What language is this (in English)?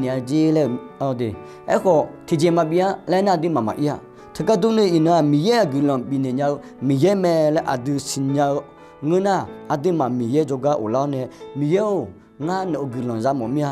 Akha